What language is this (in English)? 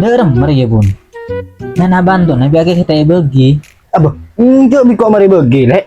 Madurese